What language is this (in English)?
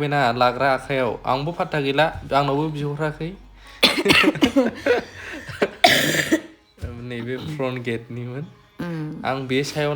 Bodo